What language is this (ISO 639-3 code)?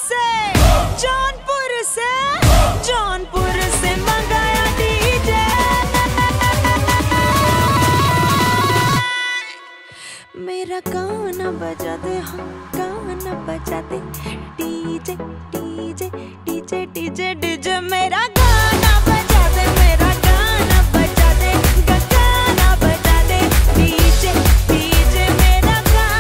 hin